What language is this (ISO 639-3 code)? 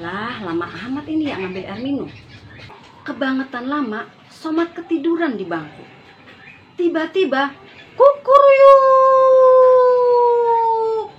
bew